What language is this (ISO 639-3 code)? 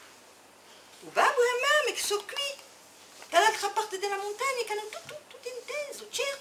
cos